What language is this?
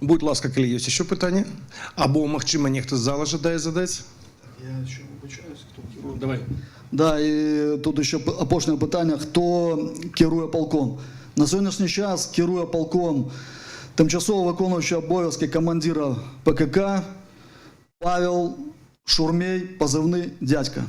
Belarusian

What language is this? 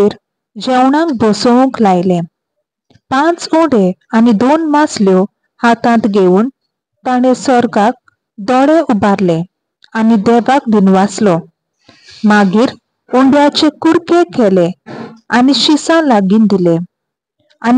Konkani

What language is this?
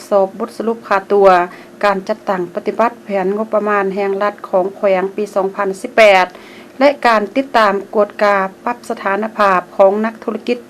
Lao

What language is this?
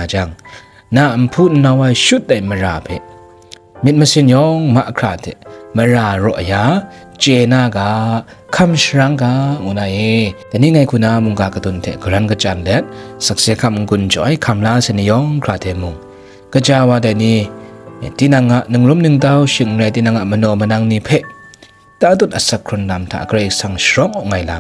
Kachin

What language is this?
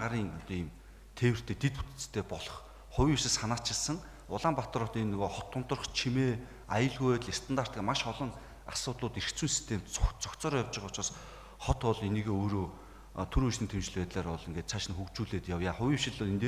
Mongolian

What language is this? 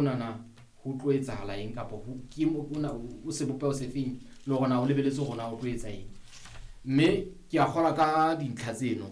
Southern Sotho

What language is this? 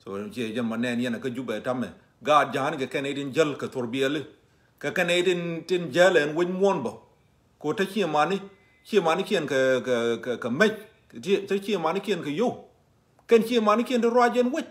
Nuer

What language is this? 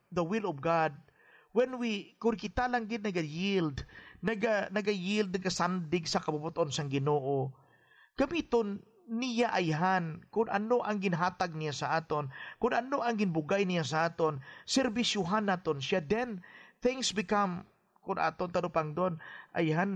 Hiligaynon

